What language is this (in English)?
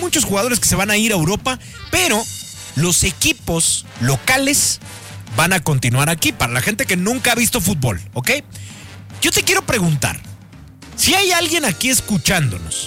Spanish